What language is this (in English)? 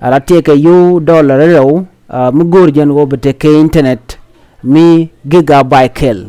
Nuer